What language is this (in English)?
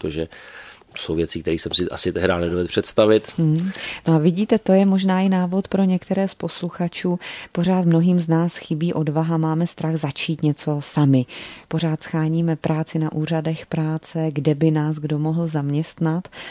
Czech